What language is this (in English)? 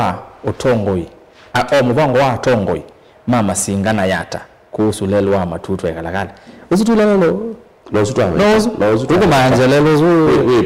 Kamba